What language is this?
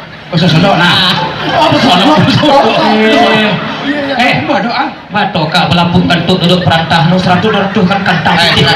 Minangkabau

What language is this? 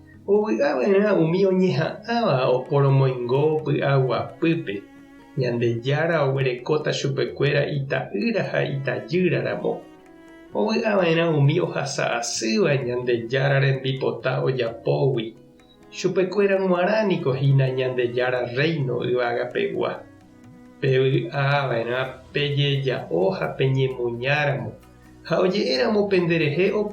Guarani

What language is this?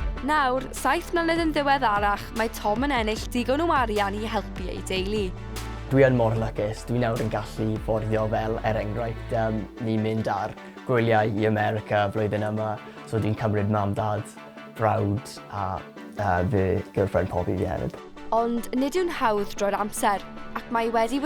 Welsh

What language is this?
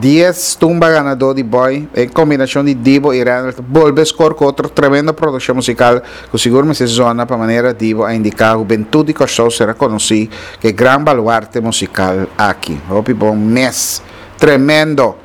Papiamento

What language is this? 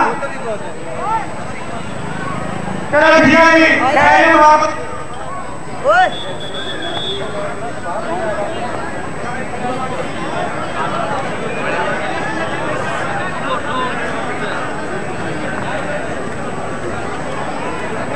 Punjabi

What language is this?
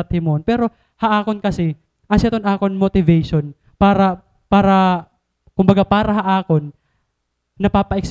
Waray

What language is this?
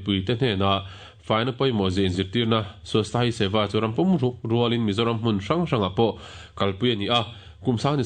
Mizo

